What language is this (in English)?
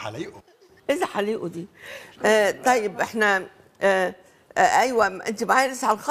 Egyptian Arabic